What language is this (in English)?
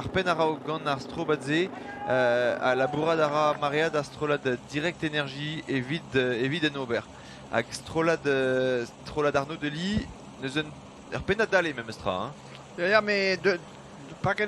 Breton